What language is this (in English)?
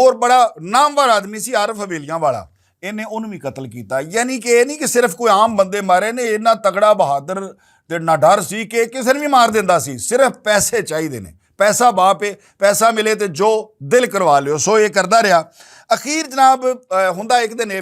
Western Panjabi